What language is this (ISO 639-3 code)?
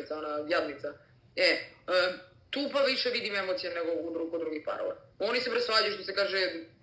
srp